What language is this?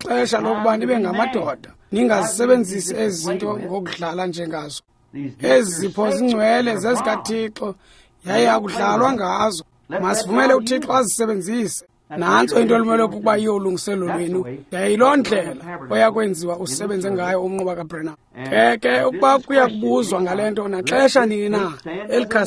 Xhosa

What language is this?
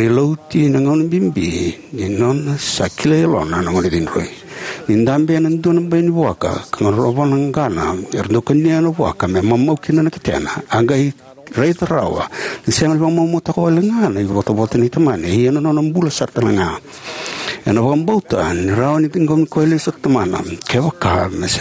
Fijian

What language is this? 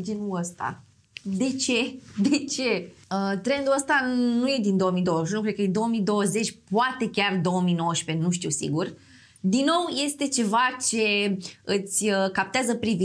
Romanian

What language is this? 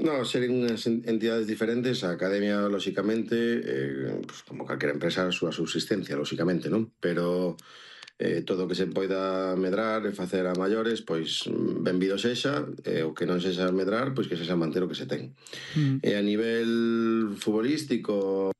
Galician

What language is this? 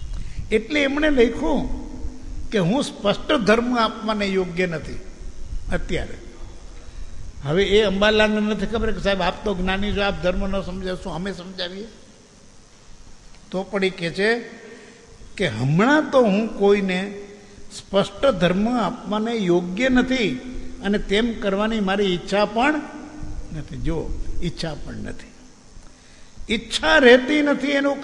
Gujarati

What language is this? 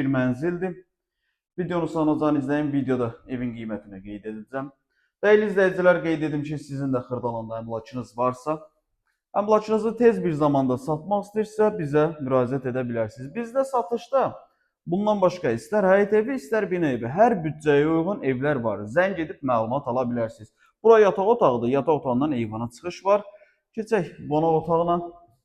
Azerbaijani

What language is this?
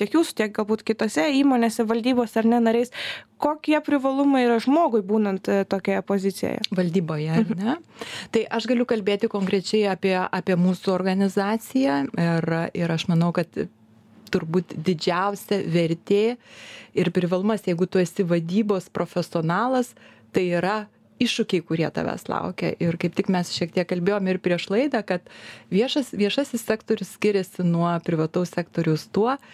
Lithuanian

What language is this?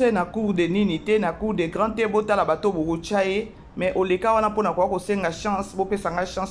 Lingala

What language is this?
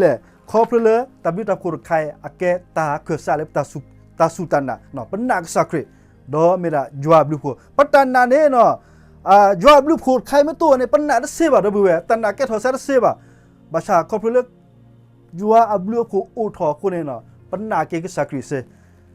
S'gaw Karen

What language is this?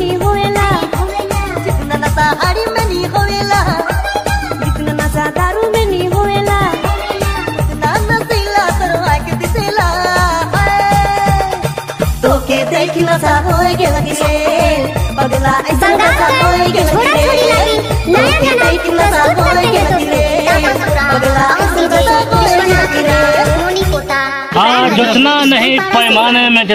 Bhojpuri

